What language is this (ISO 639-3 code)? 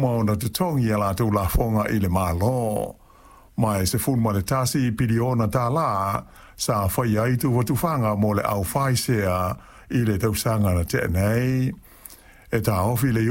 smo